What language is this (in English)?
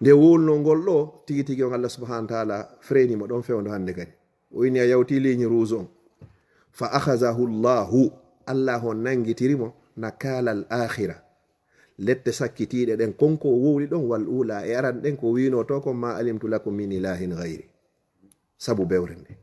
Fula